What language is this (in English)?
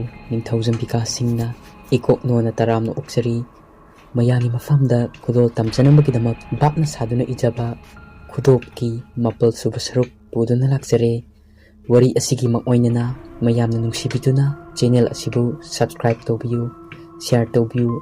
Manipuri